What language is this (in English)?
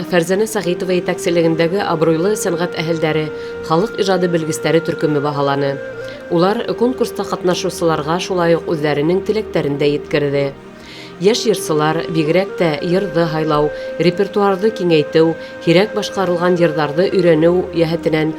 Bashkir